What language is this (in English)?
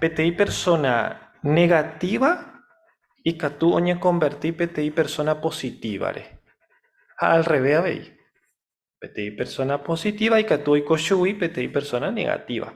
Guarani